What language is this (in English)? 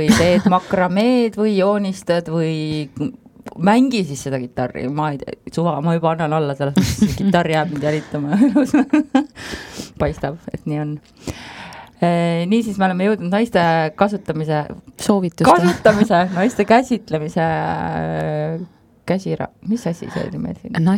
Estonian